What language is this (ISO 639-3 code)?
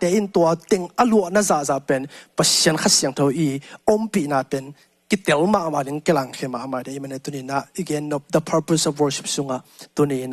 ctd